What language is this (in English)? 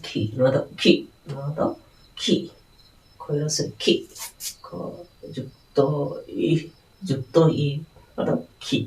Santali